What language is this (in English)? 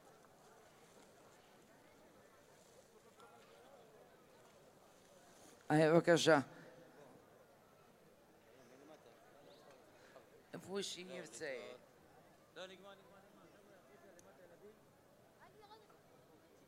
Hebrew